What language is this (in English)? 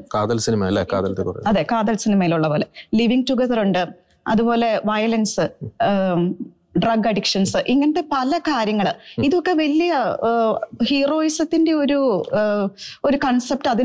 Malayalam